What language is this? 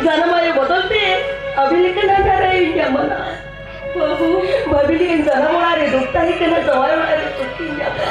Santali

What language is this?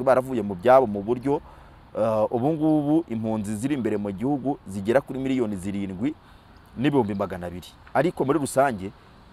Kinyarwanda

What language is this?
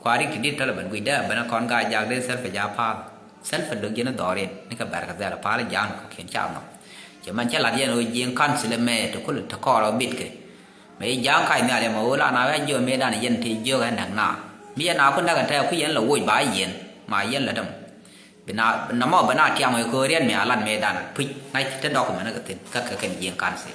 Nuer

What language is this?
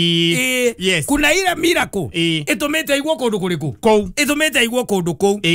Kikuyu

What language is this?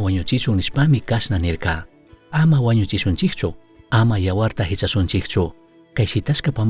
Chimborazo Highland Quichua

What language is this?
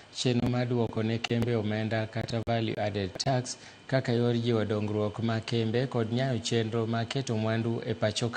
Luo (Kenya and Tanzania)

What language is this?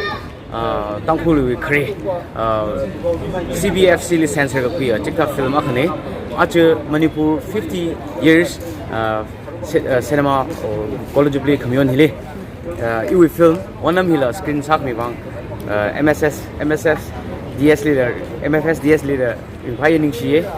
Tangkhul Naga (India)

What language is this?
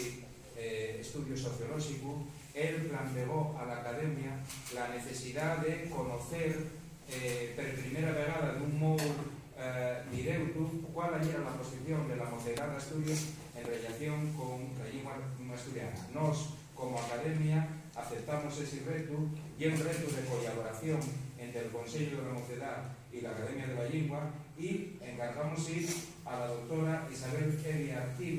Asturian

